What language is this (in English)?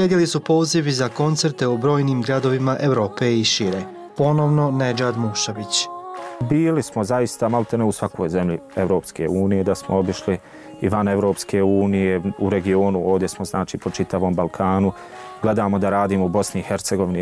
Bosnian